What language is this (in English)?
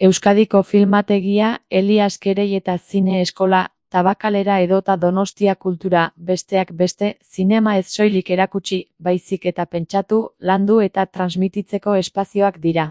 Basque